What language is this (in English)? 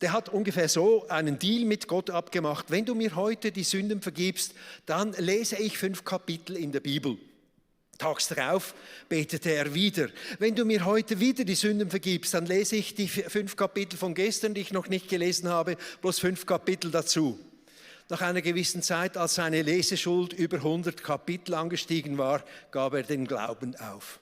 Swiss German